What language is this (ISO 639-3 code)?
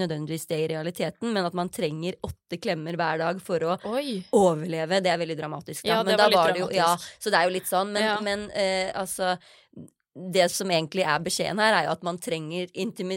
nor